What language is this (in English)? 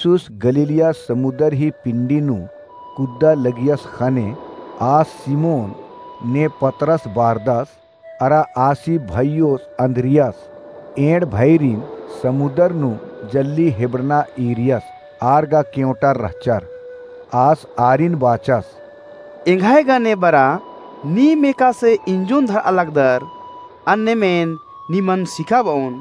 Kurukh